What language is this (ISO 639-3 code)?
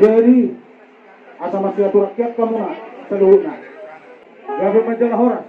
bbc